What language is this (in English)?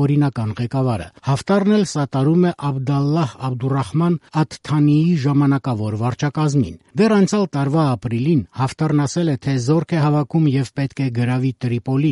Armenian